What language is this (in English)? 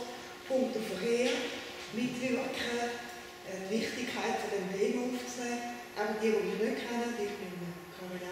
German